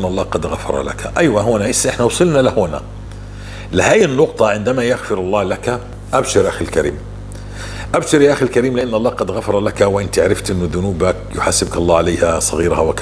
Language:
North Levantine Arabic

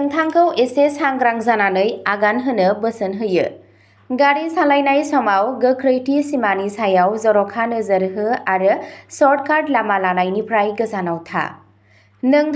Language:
Bodo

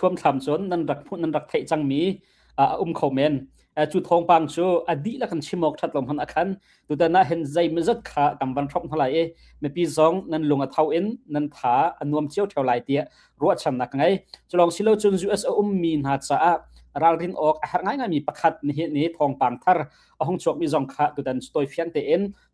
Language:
Hakha Chin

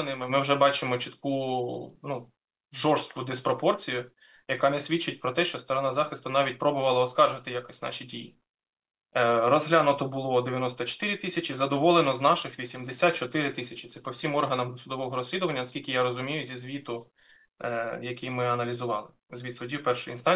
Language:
Ukrainian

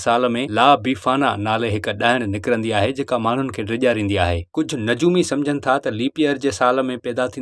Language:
Sindhi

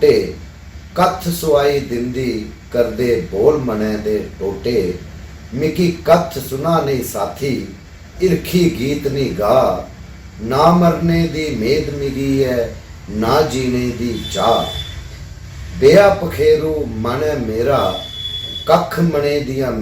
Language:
Dogri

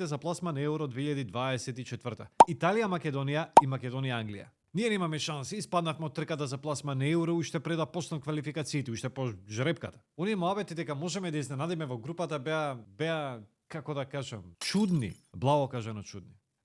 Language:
Macedonian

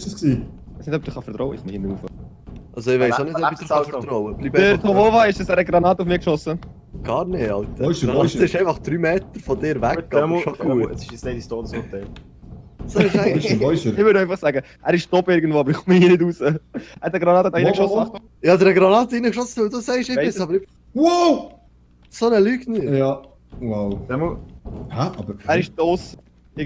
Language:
Swiss German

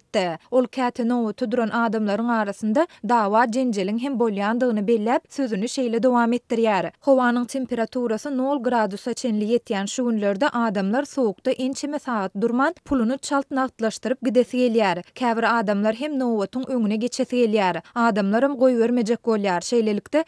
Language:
Turkmen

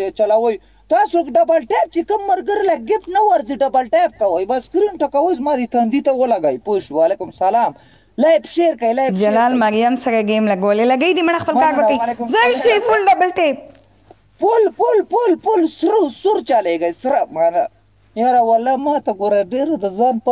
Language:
Pashto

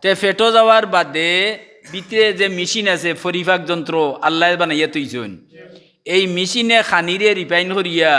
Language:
Sylheti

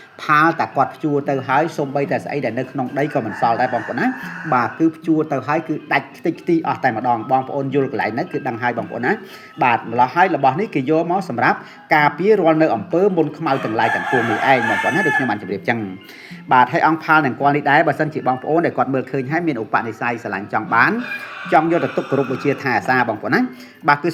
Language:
Khmer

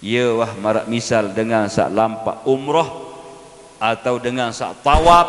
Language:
Sasak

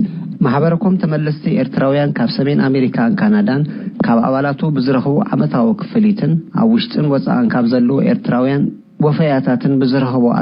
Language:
Tigrinya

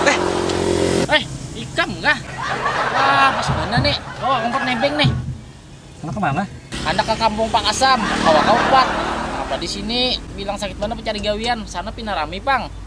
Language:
Banjar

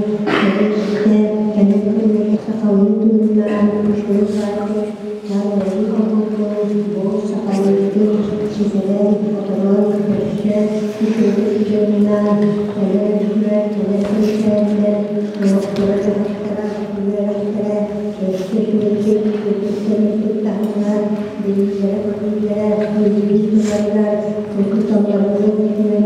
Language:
Yakut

